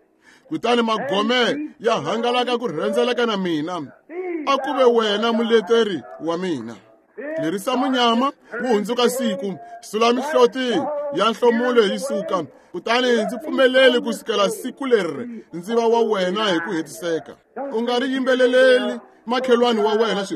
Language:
Tsonga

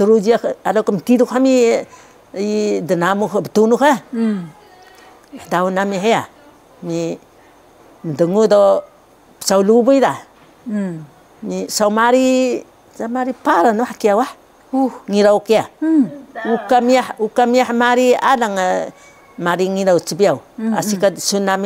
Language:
Taroko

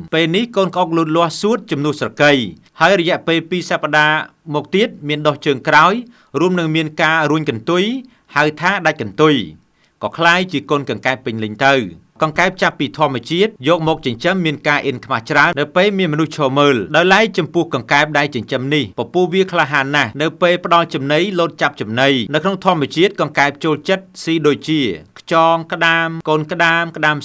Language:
Khmer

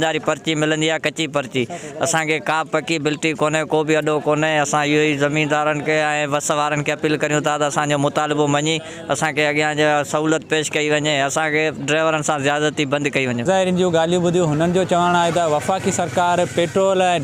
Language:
Sindhi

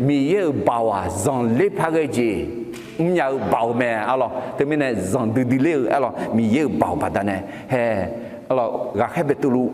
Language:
Akha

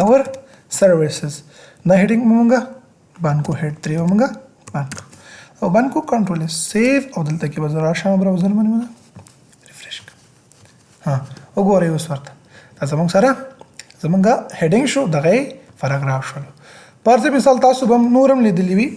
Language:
Pashto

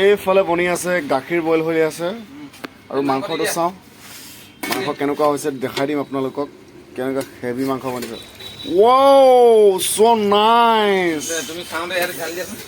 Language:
Assamese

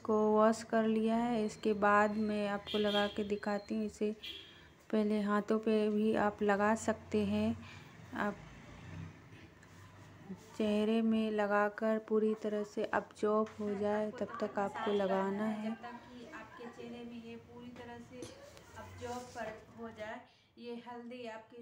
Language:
Hindi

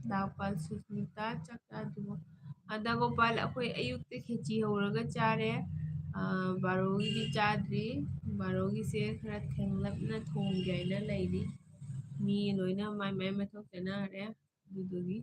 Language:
Manipuri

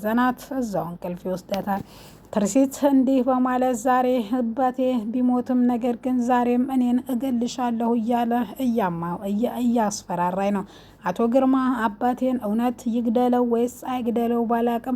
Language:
Amharic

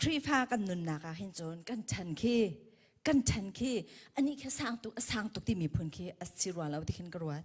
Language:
Hakha Chin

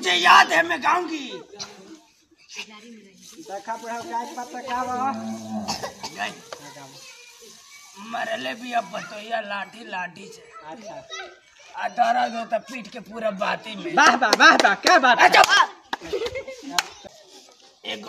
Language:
Bhojpuri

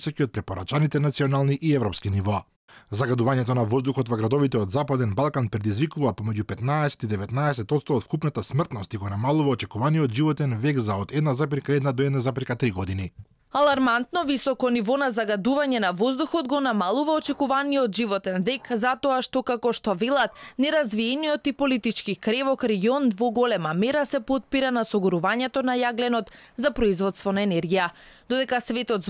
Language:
Macedonian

